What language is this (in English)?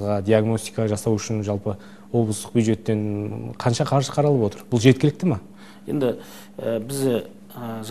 Kazakh